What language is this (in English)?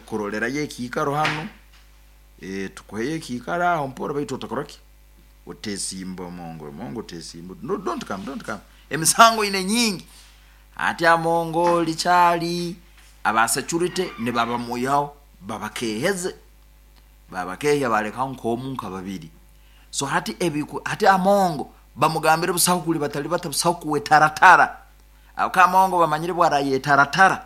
Nyoro